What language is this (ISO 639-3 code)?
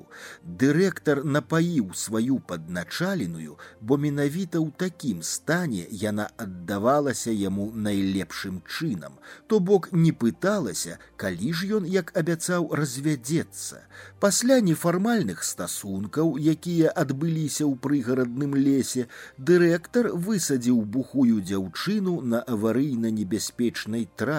bel